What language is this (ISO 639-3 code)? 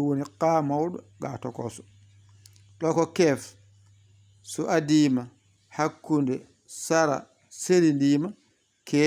ful